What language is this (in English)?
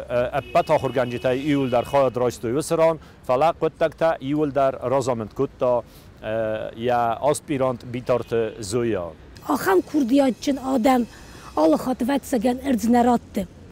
Ossetic